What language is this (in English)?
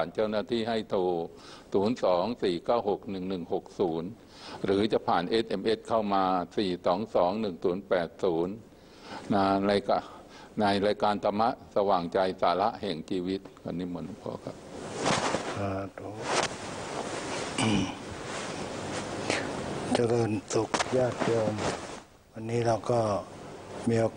Thai